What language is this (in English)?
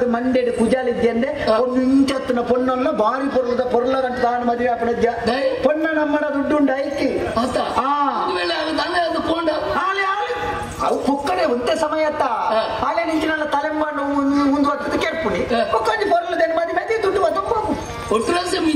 Tulu